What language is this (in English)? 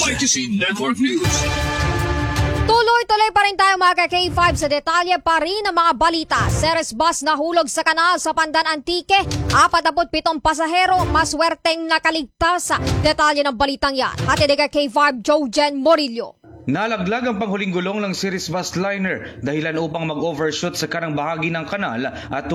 Filipino